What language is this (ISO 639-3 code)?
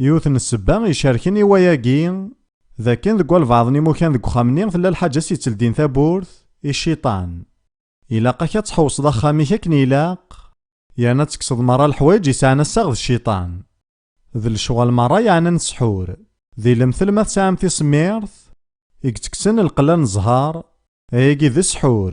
kab